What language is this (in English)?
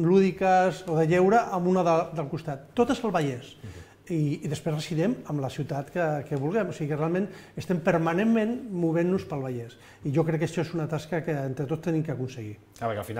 Catalan